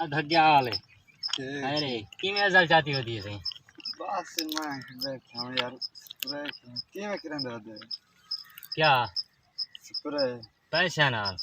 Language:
Saraiki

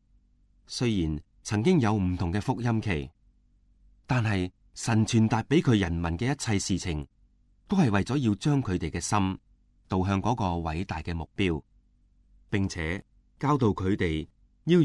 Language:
Cantonese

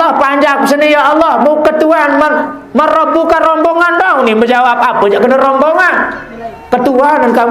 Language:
Sasak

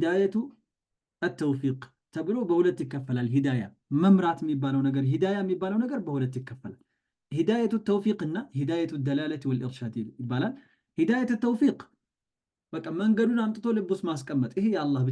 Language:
Amharic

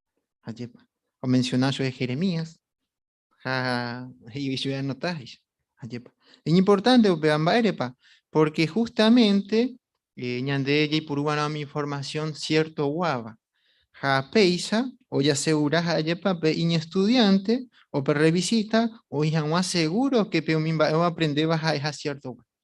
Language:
Guarani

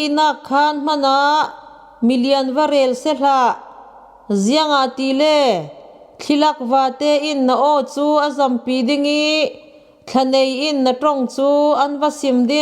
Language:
Falam Chin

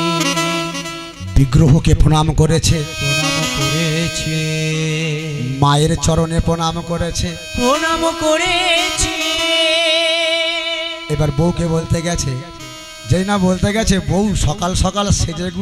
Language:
Bangla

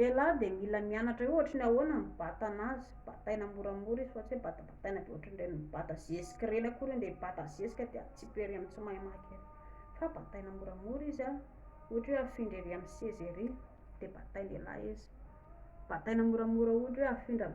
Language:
Malagasy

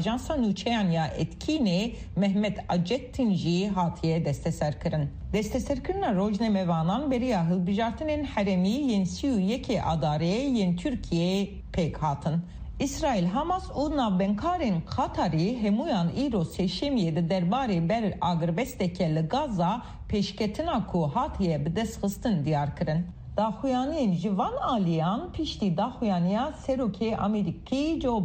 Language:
Kurdish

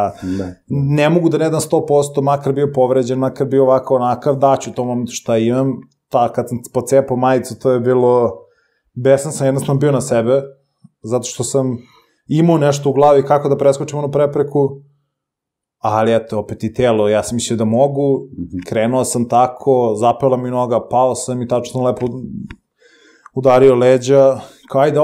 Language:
Serbian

